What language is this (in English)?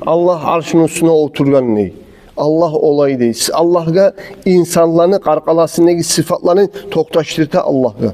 Kumyk